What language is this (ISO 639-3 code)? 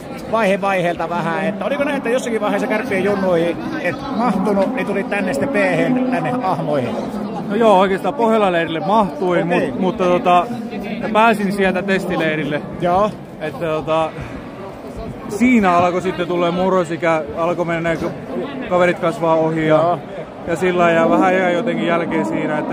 fin